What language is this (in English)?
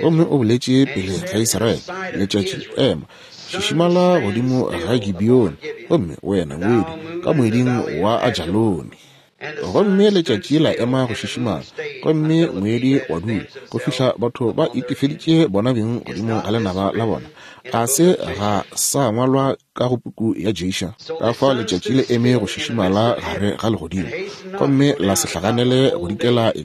Northern Sotho